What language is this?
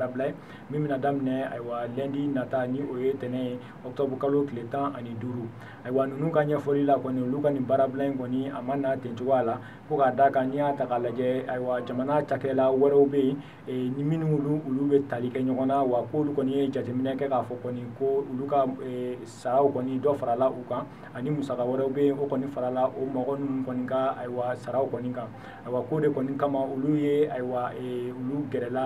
Bambara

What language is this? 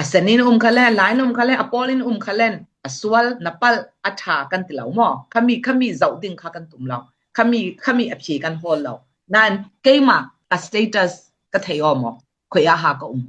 Falam Chin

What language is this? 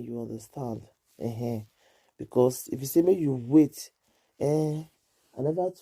Nigerian Pidgin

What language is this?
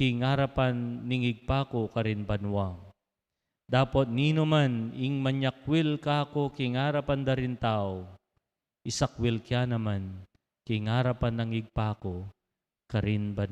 Pampanga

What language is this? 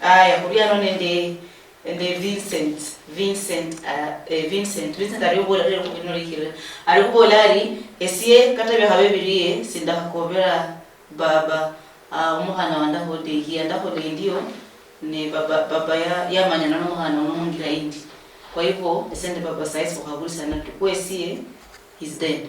Luyia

